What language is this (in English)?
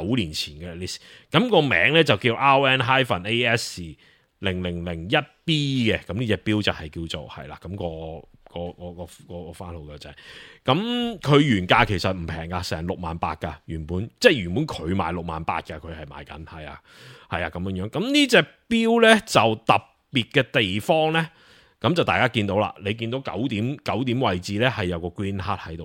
Cantonese